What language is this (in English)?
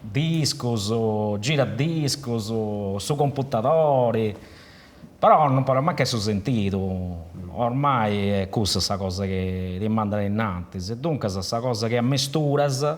Sardinian